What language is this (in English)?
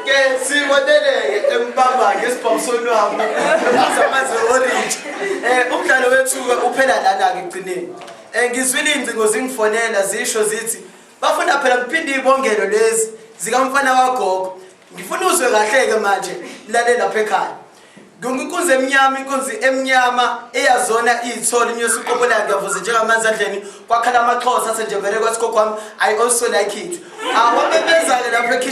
Zulu